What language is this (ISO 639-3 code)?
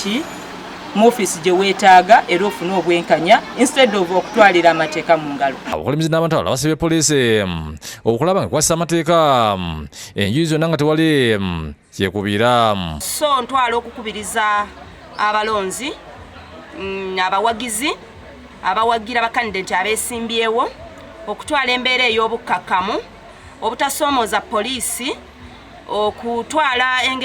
lug